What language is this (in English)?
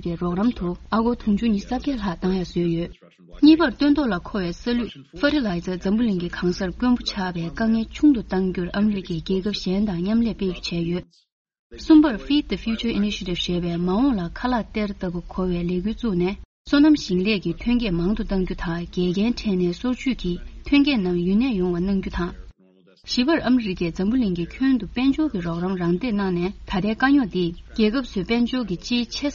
Tibetan